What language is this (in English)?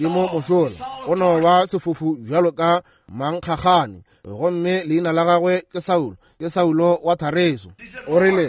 Northern Sotho